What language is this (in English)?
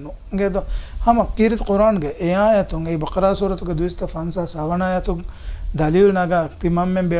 Divehi